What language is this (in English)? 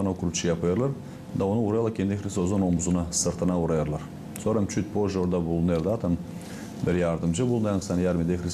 Gagauz